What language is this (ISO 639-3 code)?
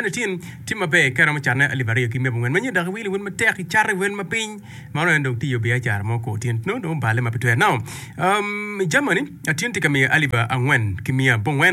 ach